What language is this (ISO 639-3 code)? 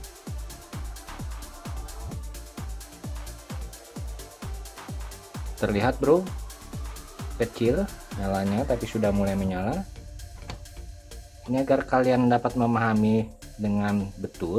ind